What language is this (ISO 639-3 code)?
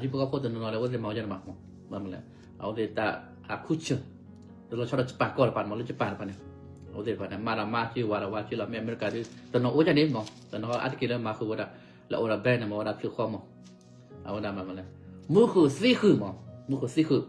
ksw